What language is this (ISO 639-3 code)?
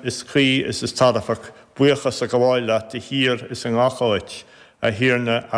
gle